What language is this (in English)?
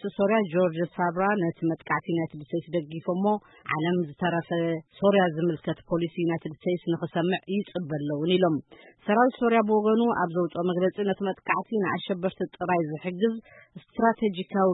Tigrinya